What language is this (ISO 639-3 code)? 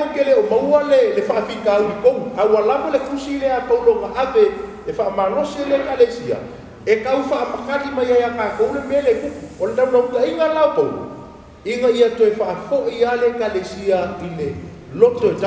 smo